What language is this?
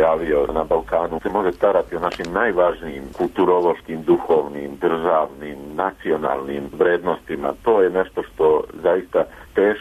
Serbian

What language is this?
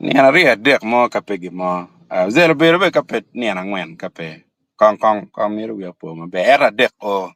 Acoli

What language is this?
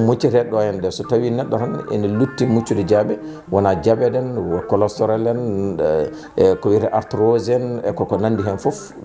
Fula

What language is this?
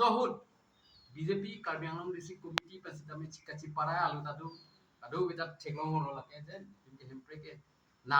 Karbi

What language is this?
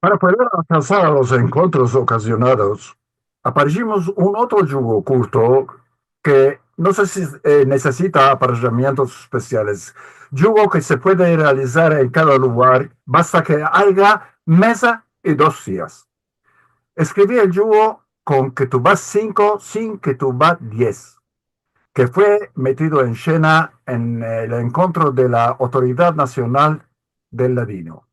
Ladino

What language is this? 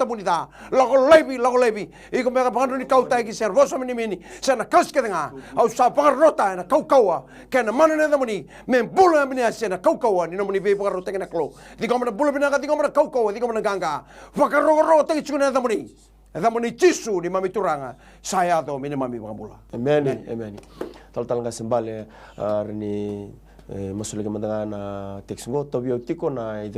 Fijian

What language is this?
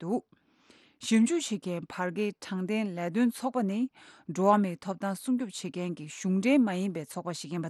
Tibetan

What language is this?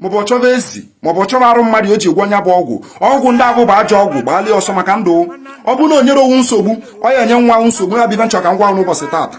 Igbo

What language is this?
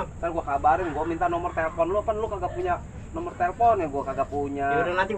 Betawi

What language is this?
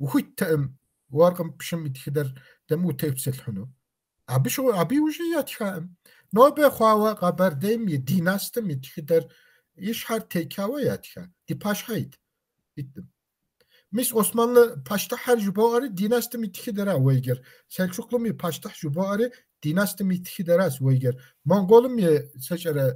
Kabardian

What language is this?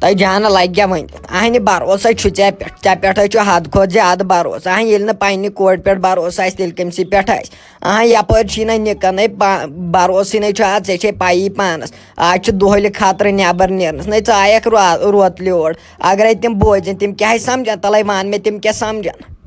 Kashmiri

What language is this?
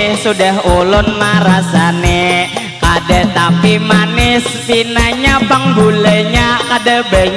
Banjar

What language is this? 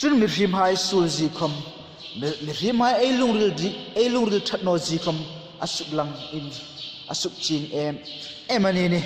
Hmar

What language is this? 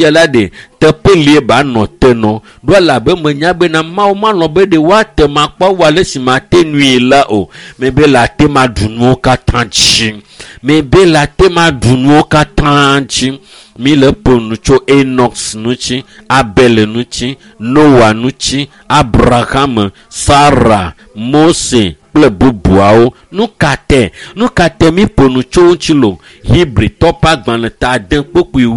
Ewe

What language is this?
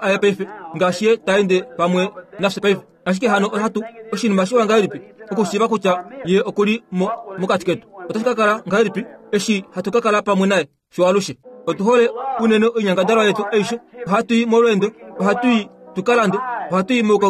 Kuanyama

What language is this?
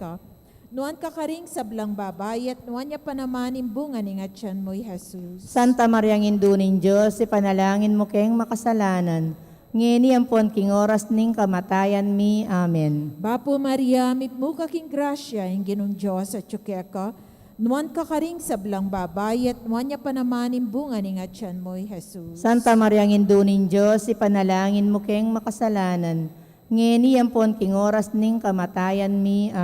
Pampanga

